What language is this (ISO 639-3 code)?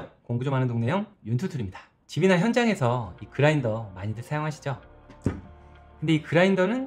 kor